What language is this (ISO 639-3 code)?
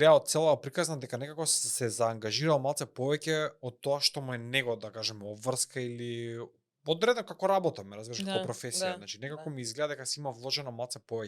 mkd